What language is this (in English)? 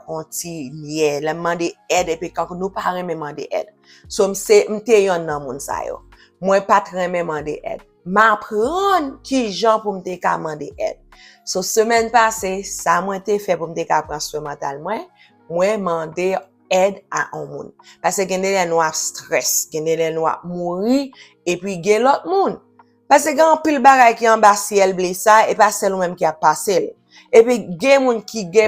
Haitian Creole